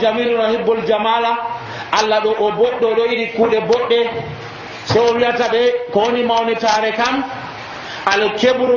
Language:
Nigerian Fulfulde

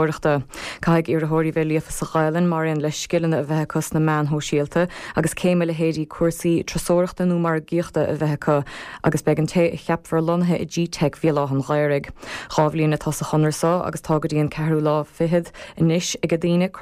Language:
Irish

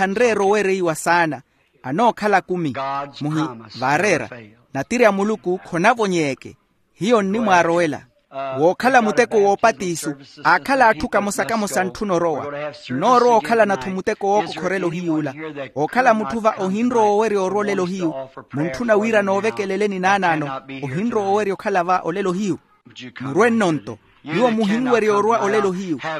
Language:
Makhuwa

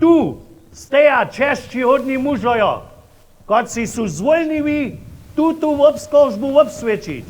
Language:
Upper Sorbian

